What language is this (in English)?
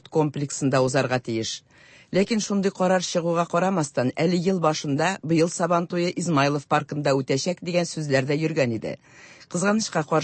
Tatar